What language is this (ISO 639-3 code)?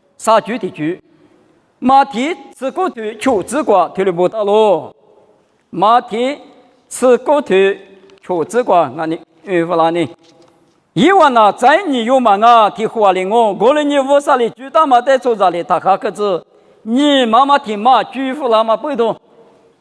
lis